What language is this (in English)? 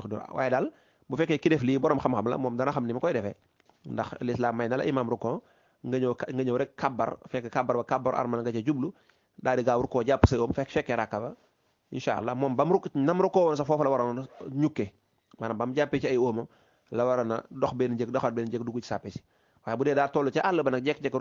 Wolof